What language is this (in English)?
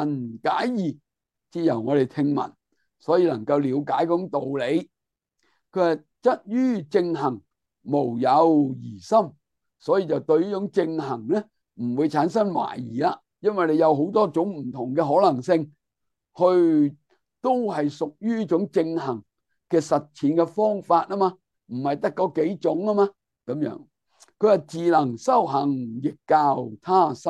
Cantonese